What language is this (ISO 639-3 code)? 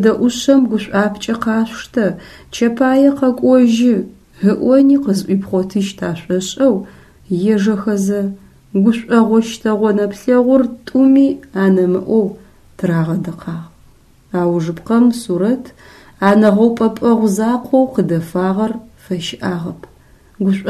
ady